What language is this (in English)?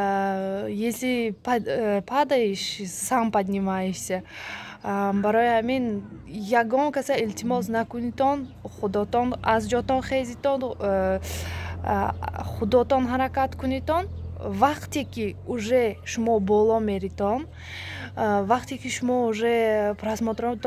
Tajik